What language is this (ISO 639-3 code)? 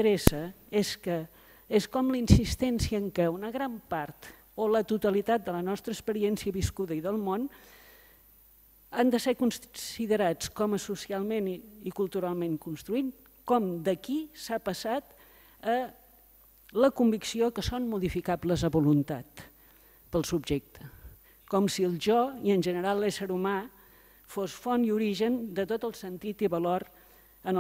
cat